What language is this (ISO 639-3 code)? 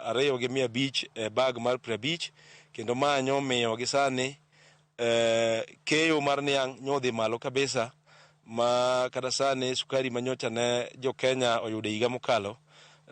luo